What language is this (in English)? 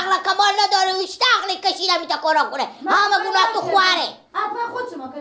Persian